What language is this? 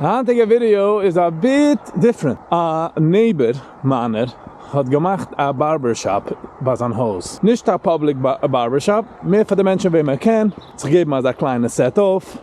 Yiddish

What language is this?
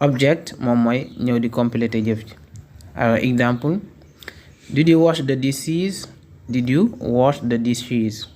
Wolof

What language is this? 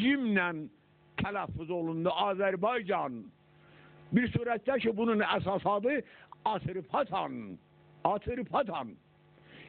South Azerbaijani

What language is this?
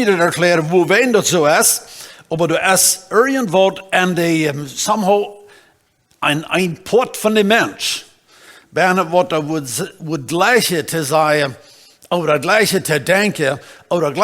Plautdietsch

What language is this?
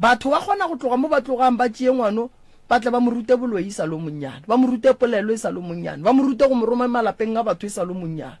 Northern Sotho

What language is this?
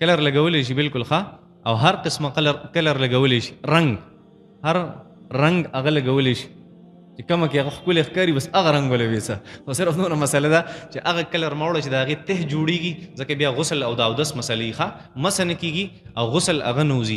Pashto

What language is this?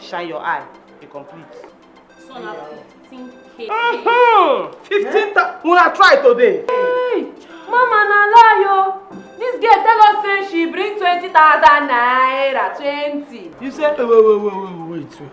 Nigerian Pidgin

